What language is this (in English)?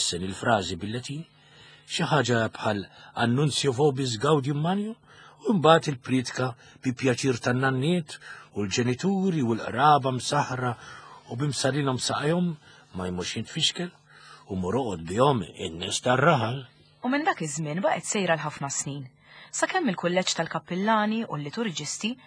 Maltese